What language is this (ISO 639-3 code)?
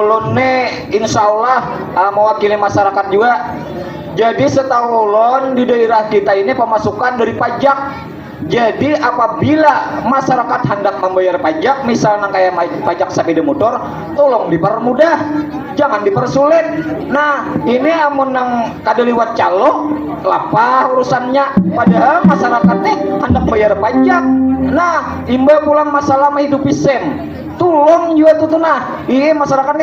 bjn